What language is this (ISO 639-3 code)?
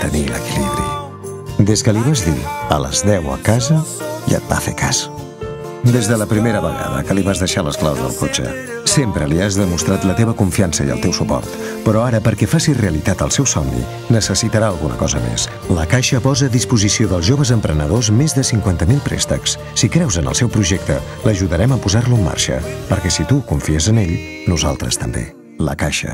cat